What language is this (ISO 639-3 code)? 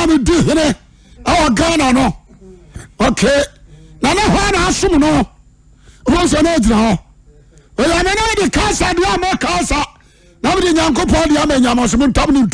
aka